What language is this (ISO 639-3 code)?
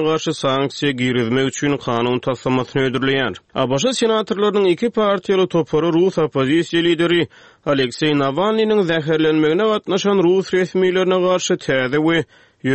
tuk